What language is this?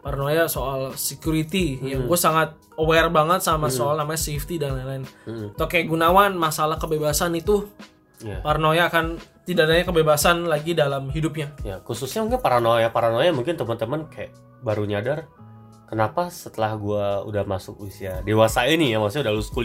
Indonesian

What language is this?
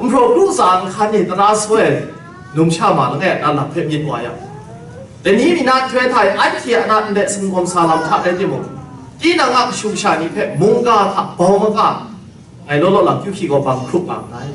Kachin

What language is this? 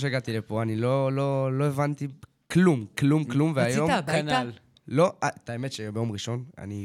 Hebrew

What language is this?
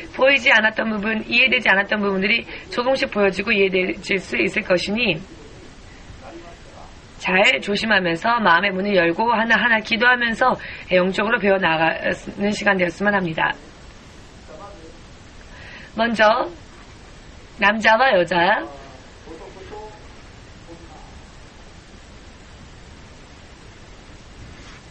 Korean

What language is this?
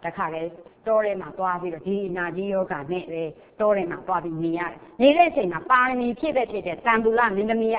Burmese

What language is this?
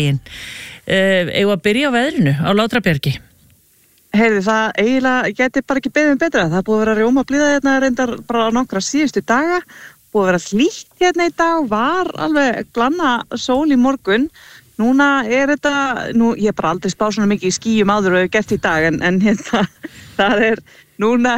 Icelandic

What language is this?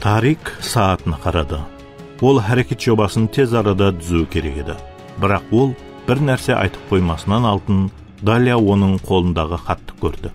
Kara-Kalpak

